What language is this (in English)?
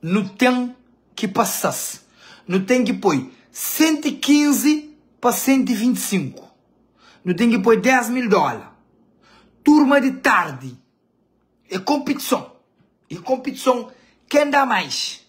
Kabuverdianu